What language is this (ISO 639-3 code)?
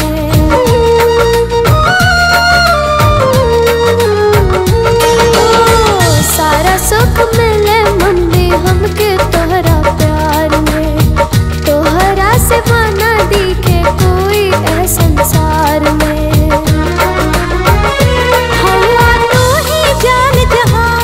bho